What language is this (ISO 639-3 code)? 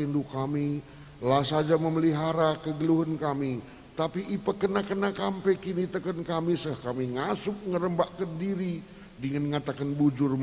btx